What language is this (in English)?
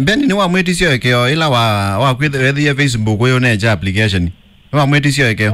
Kamba